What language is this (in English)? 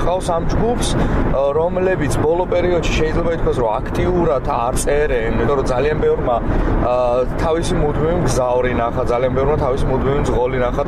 Georgian